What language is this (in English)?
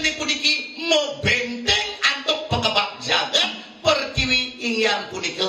Balinese